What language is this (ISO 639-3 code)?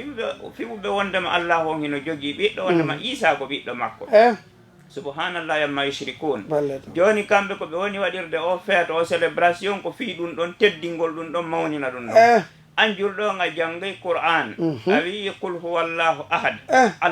ful